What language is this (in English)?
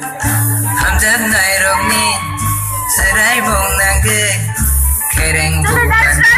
Kok Borok